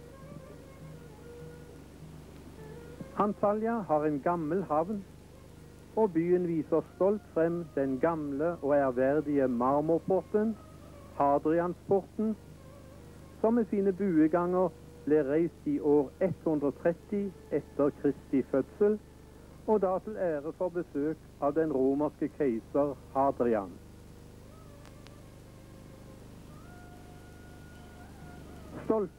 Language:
Norwegian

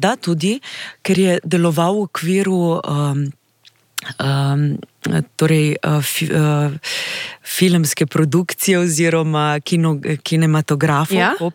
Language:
Slovenian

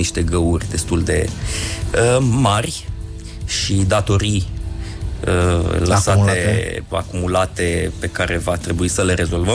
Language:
Romanian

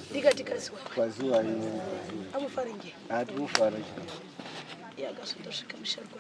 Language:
Shona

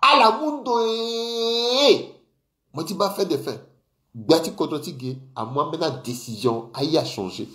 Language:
Sango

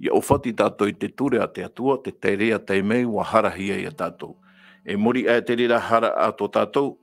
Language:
Tahitian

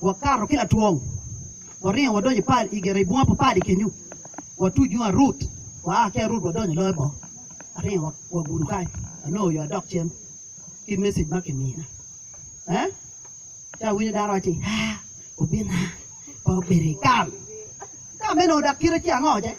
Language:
Acoli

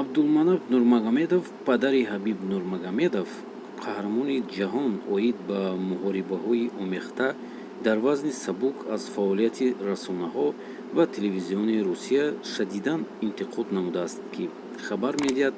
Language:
Tajik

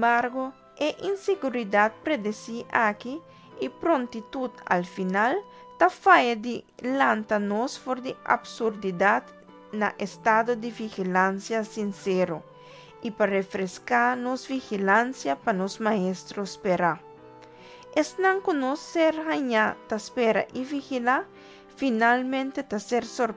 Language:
Papiamento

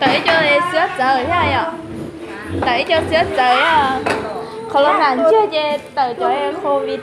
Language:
Hmong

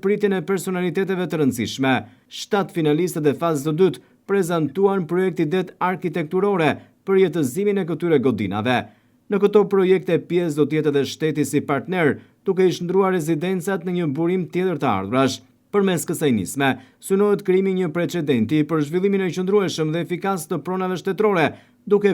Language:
Albanian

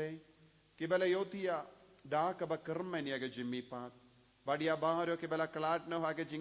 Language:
Khasi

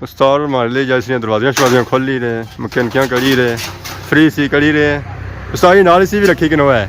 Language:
Pahari-Potwari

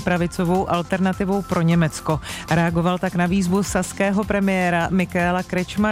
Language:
Czech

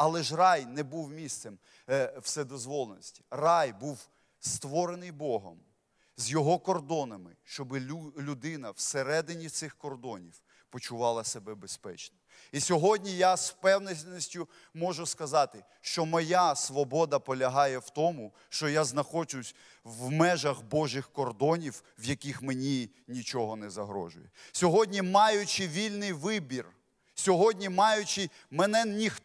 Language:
Ukrainian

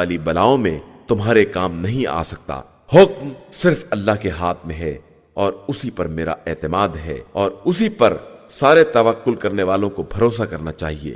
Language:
Urdu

